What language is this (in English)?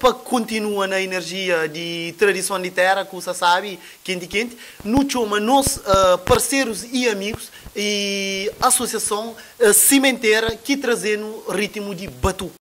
Kabuverdianu